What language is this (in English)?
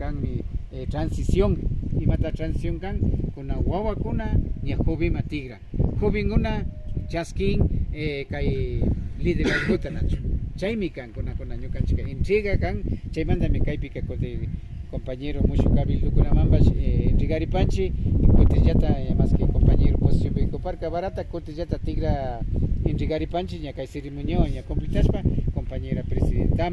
Imbabura Highland Quichua